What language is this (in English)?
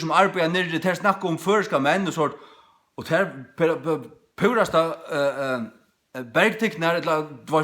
Faroese